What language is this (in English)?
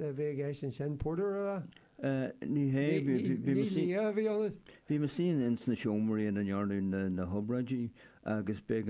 Irish